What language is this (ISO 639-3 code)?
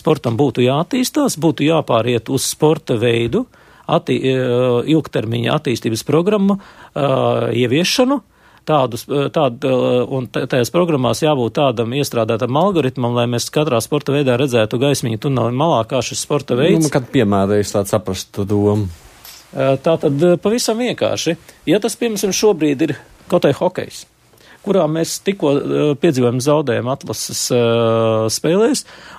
lav